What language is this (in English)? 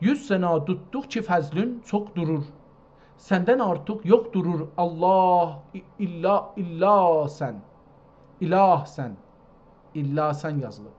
South Azerbaijani